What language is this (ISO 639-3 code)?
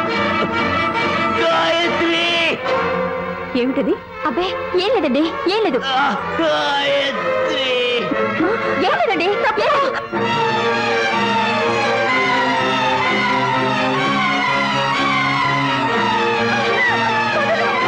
tel